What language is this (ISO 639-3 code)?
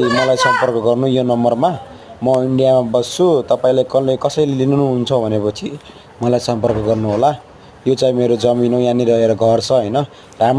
nep